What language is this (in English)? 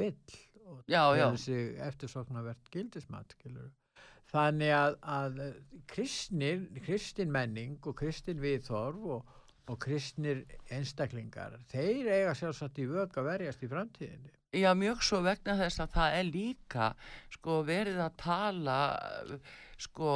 Icelandic